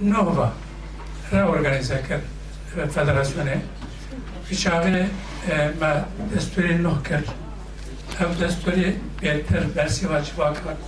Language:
Kurdish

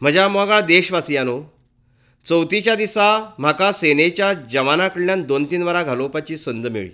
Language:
Konkani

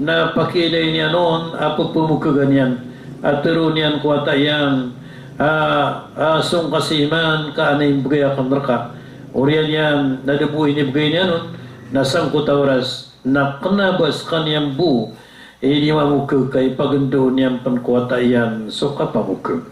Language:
Maranao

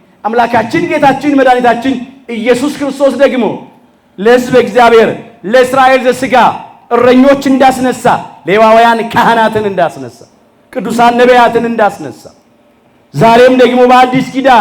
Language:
Amharic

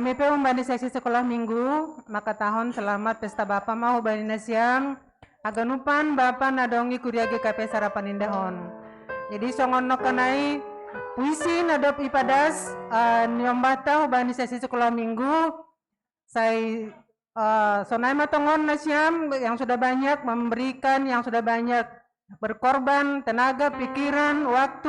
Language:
Batak Simalungun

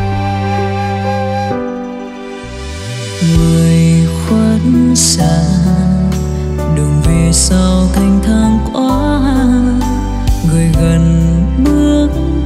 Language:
Vietnamese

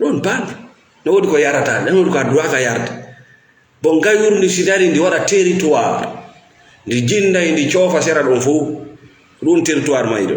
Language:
Fula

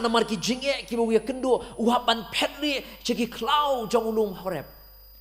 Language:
Khasi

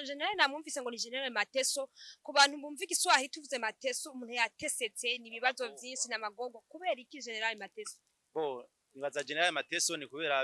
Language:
Rundi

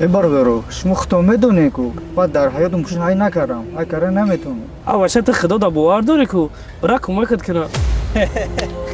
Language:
Tajik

